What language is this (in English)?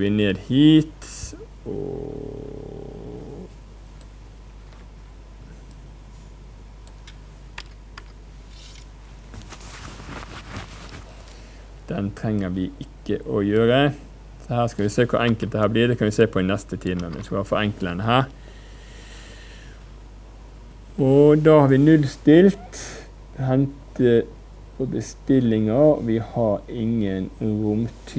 Norwegian